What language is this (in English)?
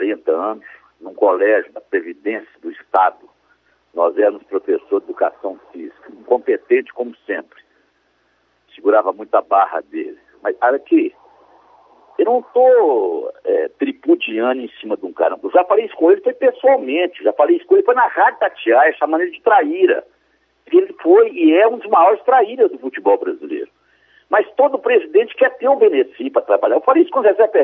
Portuguese